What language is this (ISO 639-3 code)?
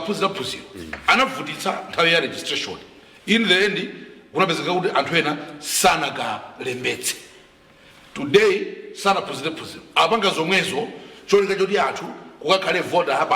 nya